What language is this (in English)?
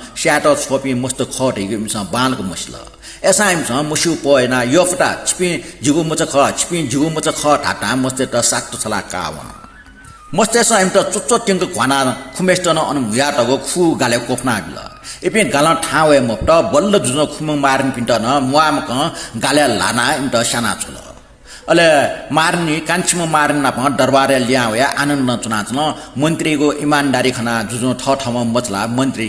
Newari